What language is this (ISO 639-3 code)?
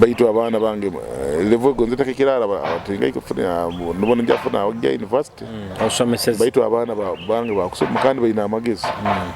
nyo